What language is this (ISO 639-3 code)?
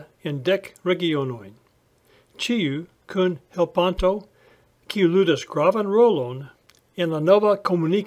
epo